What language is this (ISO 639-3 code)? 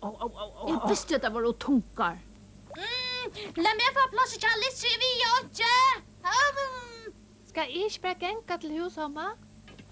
fao